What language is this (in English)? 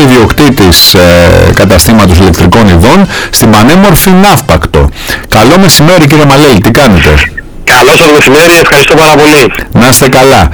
Greek